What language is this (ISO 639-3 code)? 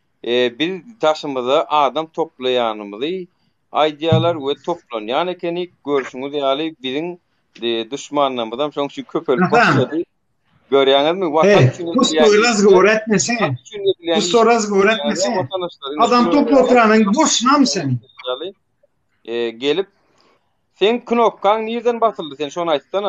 tuk